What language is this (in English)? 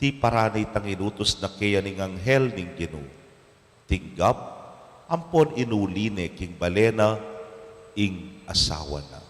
Pampanga